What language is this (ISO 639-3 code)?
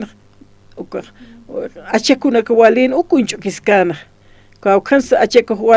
aym